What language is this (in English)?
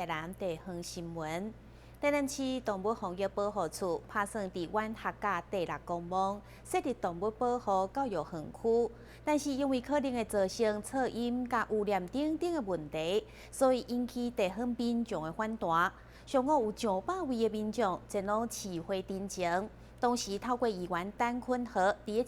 Min Nan Chinese